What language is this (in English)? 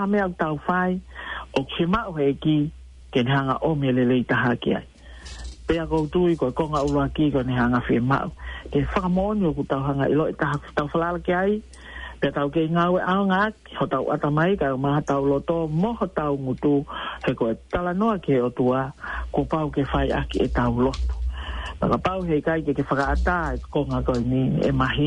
Tongan